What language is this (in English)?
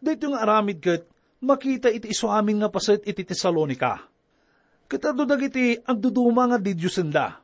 Iloko